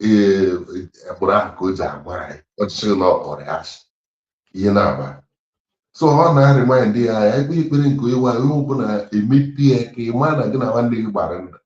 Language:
Igbo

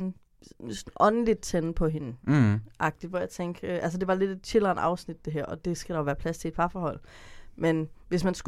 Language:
Danish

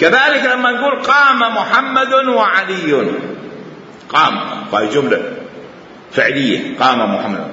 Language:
Mesopotamian Arabic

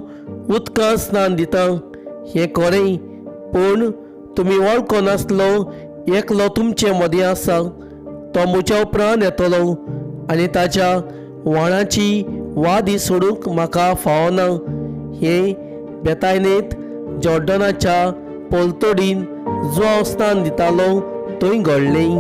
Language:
Konkani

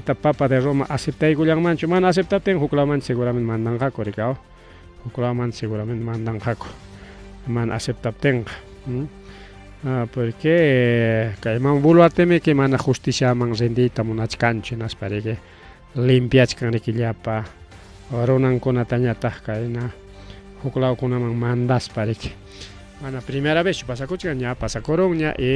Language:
Ayacucho Quechua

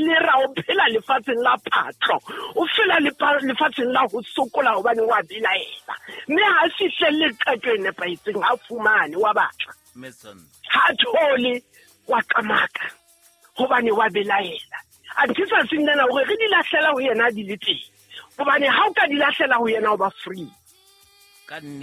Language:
Southern Sotho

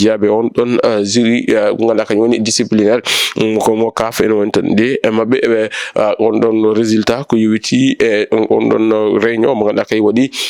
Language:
Fula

